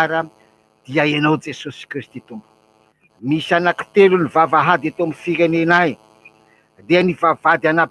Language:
Malagasy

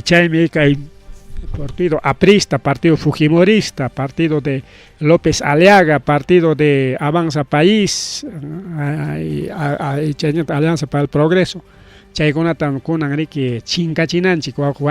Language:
Ayacucho Quechua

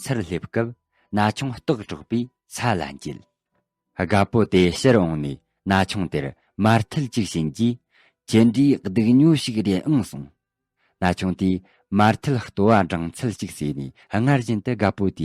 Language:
Tibetan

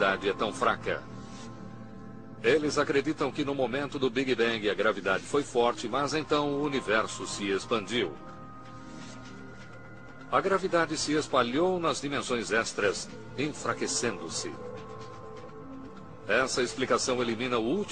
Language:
Portuguese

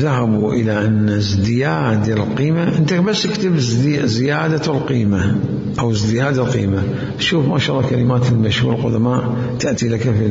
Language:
Mesopotamian Arabic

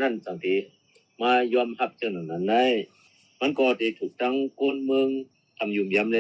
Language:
Shan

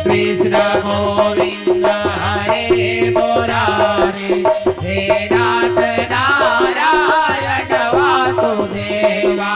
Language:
Chhattisgarhi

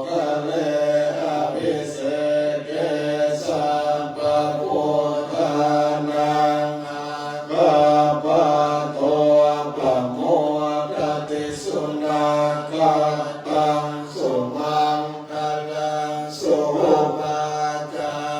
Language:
Pali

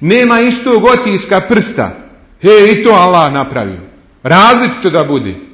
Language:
Bosnian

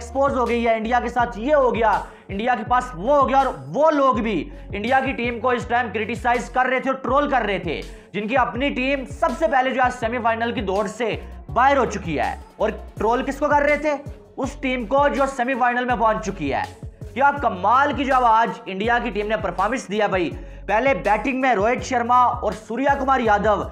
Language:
Hindi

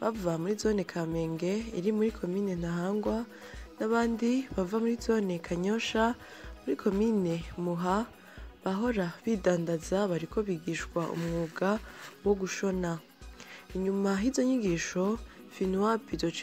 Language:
Rundi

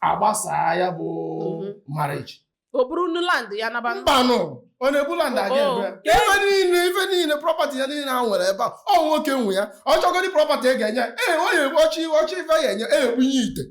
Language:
Igbo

